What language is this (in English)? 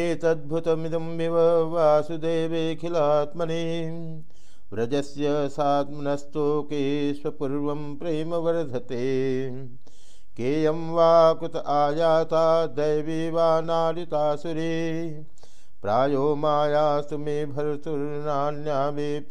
Sanskrit